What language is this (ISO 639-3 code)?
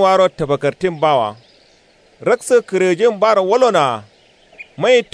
kau